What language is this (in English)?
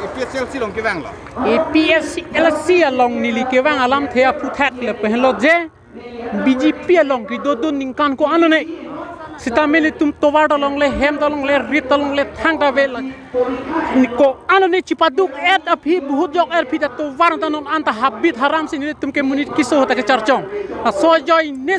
Karbi